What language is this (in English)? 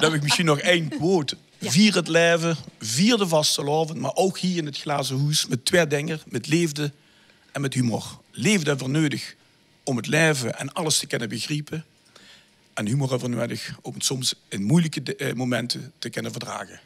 Limburgish